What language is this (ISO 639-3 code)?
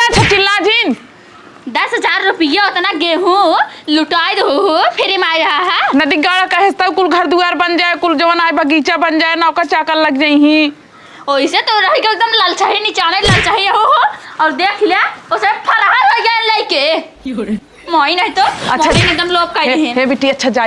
awa